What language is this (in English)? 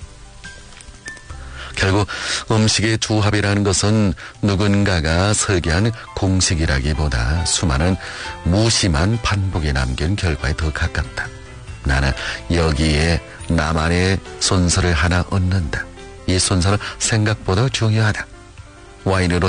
Korean